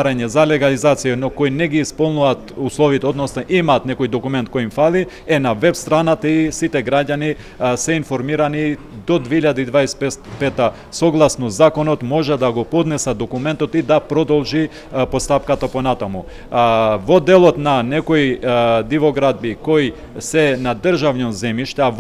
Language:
Macedonian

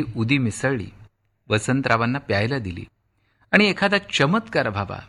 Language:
Marathi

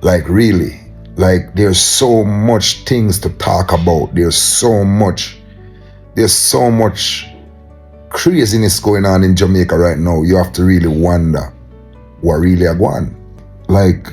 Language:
Jamaican Creole English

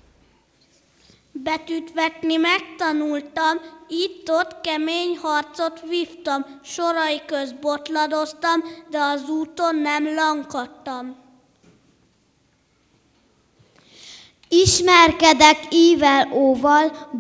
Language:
Hungarian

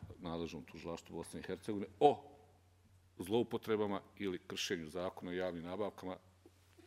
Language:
Bosnian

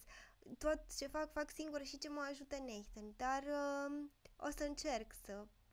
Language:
Romanian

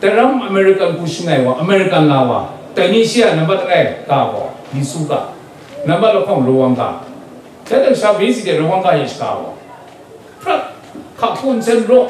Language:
Kachin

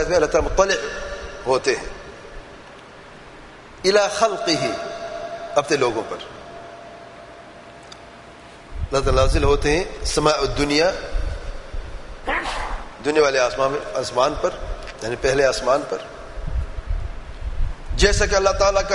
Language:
Urdu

